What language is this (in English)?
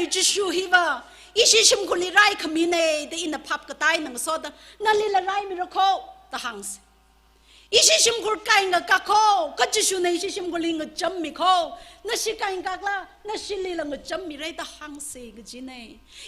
Tangkhul Naga (India)